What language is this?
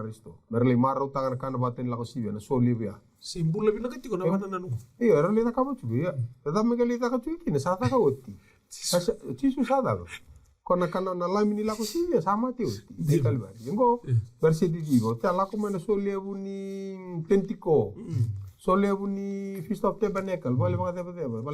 Fijian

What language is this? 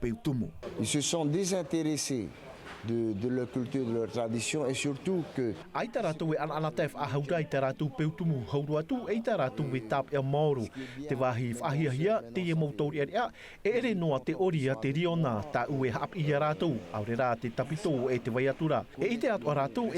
Tahitian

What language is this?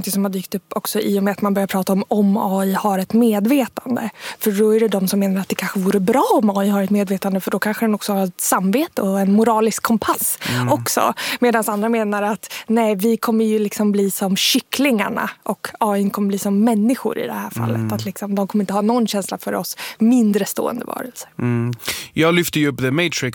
Swedish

